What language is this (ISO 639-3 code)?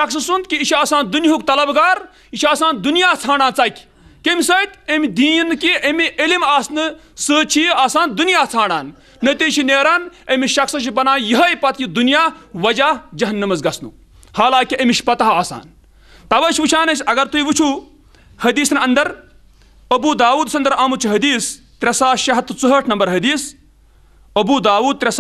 kas